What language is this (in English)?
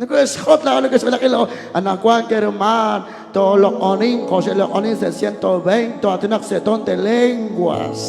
Kekchí